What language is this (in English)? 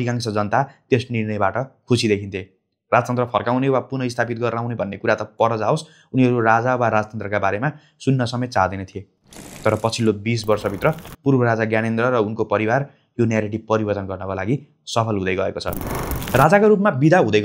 Nepali